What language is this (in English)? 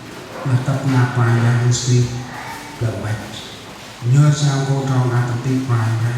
Central Mnong